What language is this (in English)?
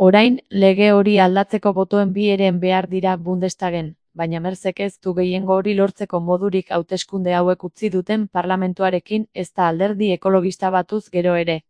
Basque